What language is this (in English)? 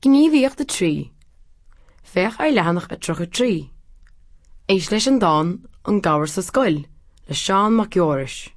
Irish